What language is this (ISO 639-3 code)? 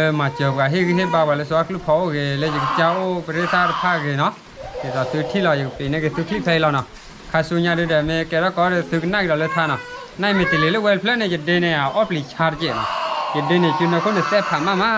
ksw